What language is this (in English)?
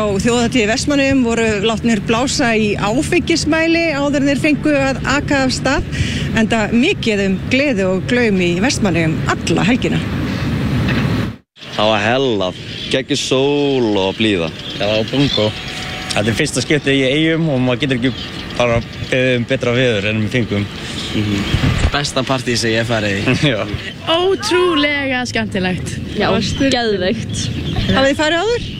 Icelandic